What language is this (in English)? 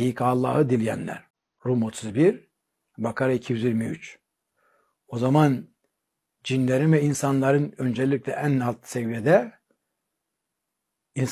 Turkish